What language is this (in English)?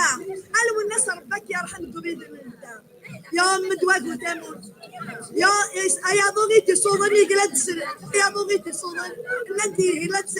Kabyle